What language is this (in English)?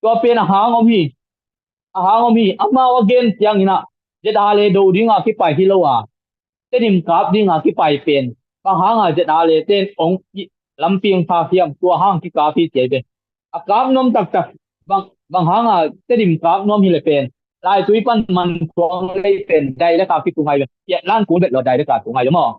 Tedim Chin